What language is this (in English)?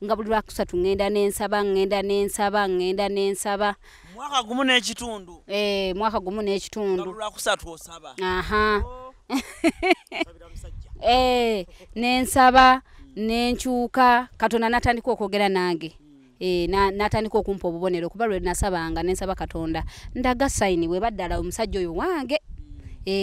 Ganda